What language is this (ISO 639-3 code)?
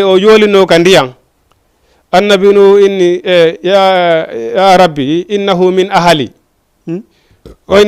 ful